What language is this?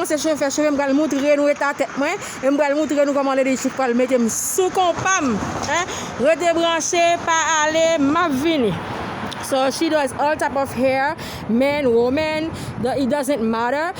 Haitian Creole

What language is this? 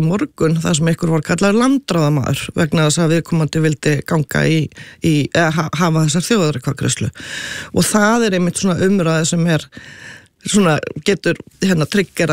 Icelandic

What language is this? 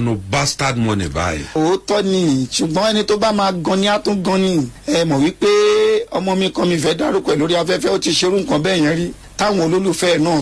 Yoruba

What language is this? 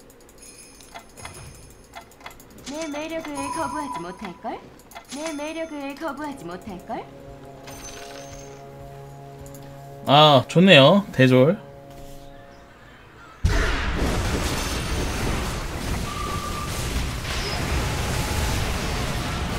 Korean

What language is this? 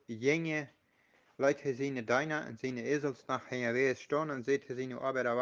Plautdietsch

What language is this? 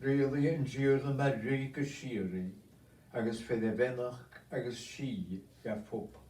Scottish Gaelic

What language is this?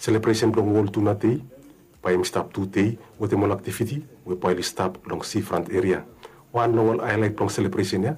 Bislama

